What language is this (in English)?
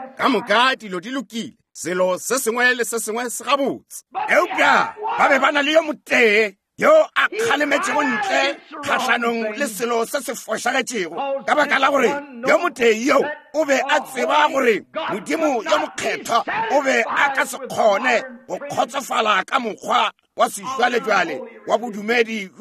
Northern Sotho